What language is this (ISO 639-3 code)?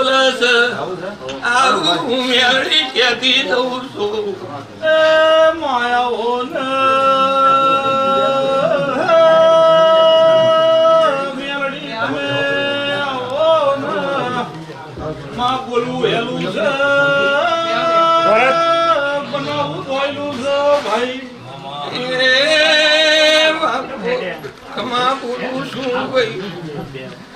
guj